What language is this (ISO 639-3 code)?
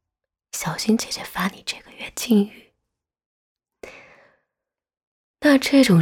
zho